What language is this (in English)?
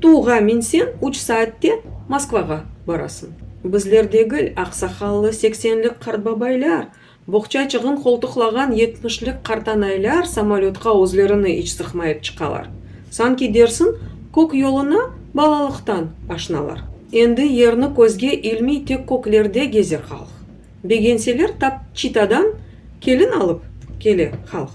Crimean Tatar